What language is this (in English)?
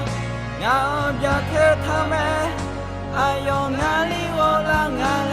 Akha